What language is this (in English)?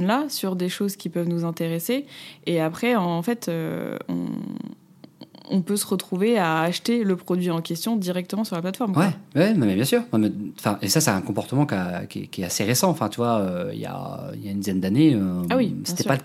French